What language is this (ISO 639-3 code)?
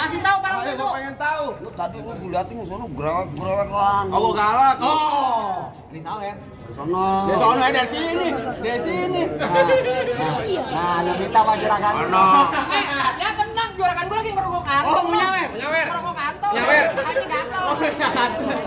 bew